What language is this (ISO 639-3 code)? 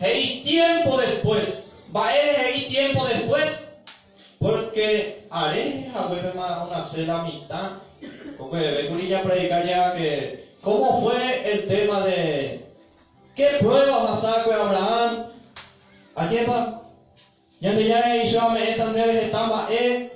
grn